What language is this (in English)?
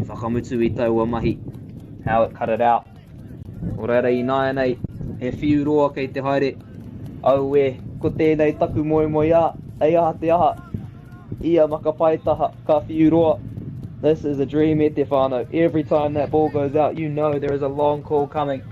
Māori